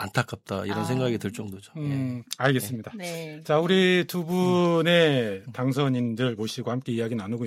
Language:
Korean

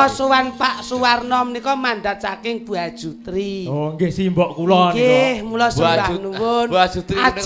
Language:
Javanese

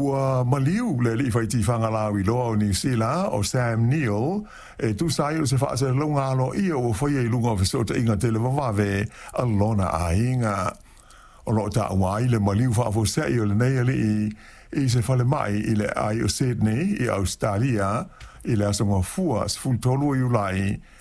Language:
Samoan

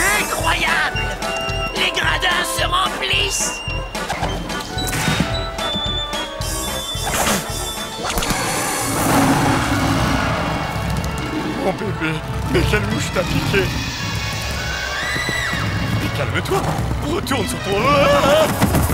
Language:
French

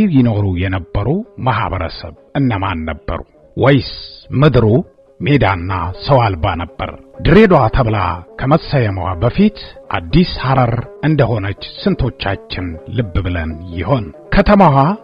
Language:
Amharic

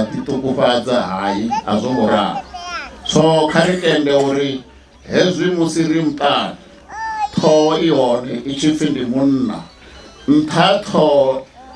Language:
Venda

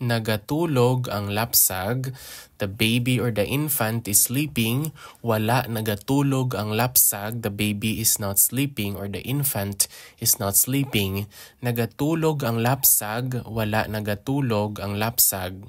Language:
Hiligaynon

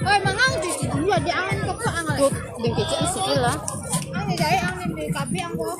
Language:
Minangkabau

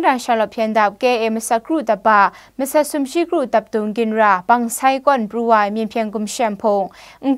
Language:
Kachin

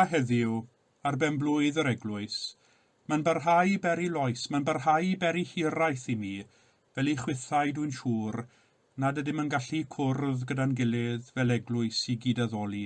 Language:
Welsh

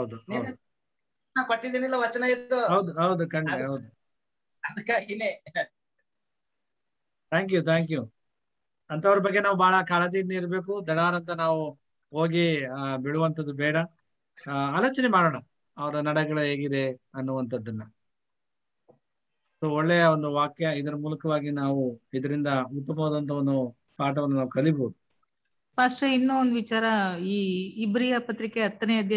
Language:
Kannada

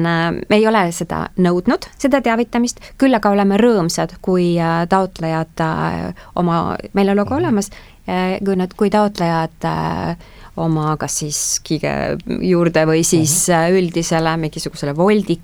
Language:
Estonian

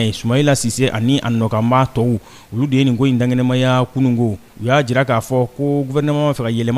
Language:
Bambara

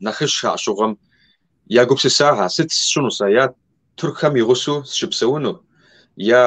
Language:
Kabardian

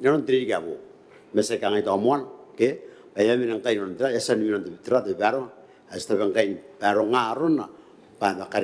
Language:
Gilbertese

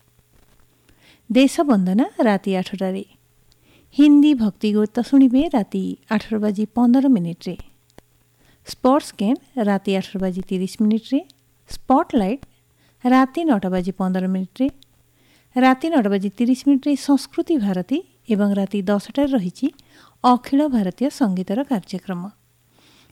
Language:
Odia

